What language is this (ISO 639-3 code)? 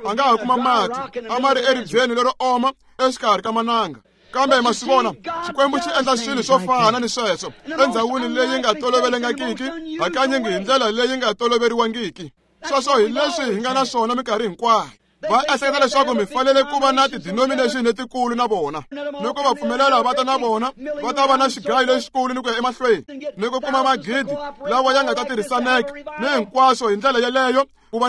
tso